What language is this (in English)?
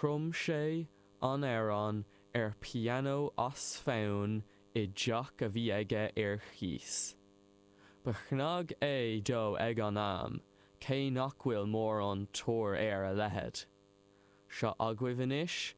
Irish